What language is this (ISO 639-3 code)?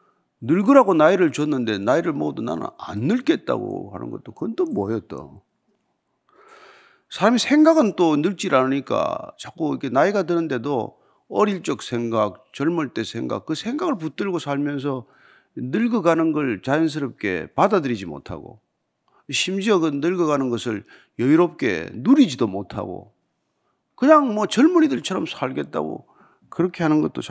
kor